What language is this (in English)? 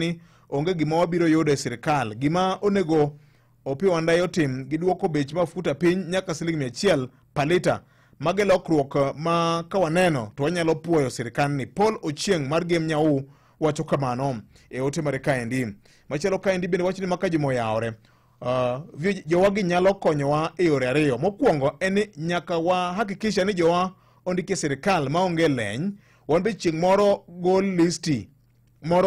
Luo (Kenya and Tanzania)